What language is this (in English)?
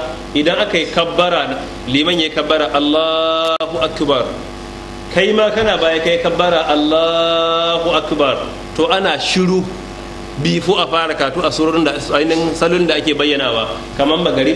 Hausa